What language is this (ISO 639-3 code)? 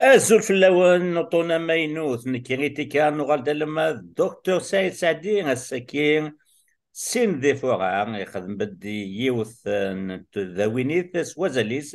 kab